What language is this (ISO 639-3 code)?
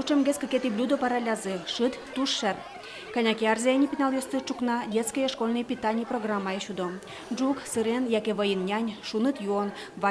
udm